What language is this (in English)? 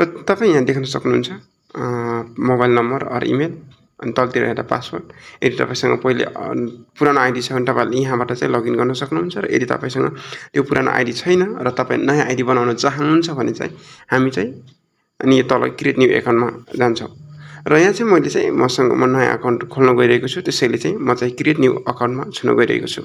Nepali